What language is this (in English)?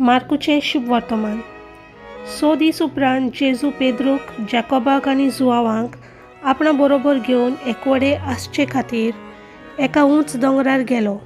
Konkani